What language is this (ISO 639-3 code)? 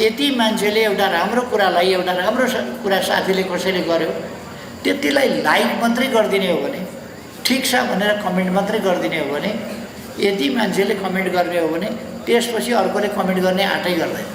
nep